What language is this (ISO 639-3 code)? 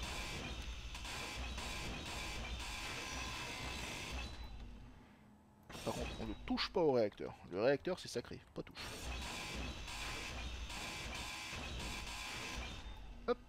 fra